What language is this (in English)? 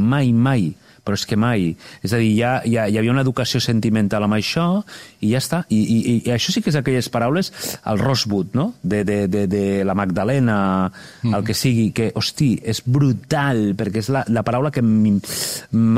Catalan